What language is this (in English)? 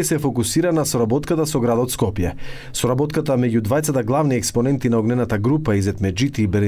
Macedonian